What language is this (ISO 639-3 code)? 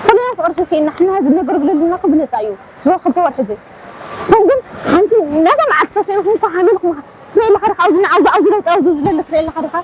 tir